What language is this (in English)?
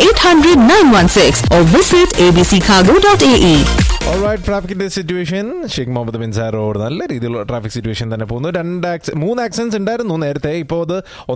Malayalam